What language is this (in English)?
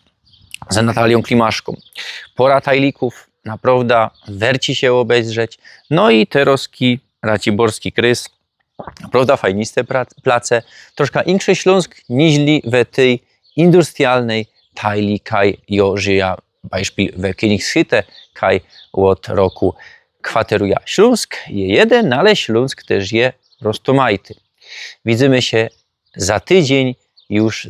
Silesian